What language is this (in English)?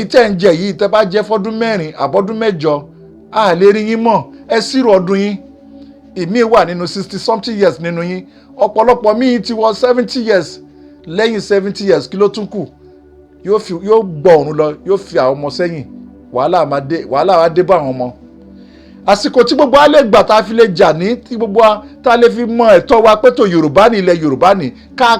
Yoruba